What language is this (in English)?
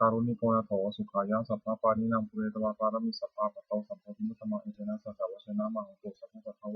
Pali